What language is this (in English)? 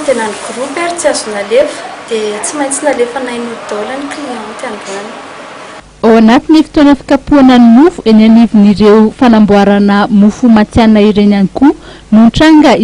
Malagasy